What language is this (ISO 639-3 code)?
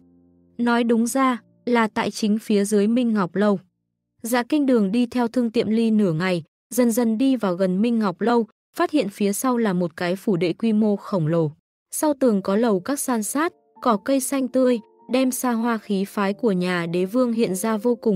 vie